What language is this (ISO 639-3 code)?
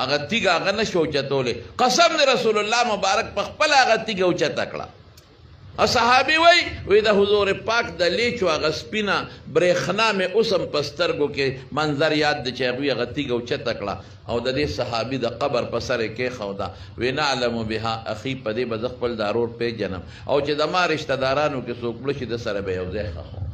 pus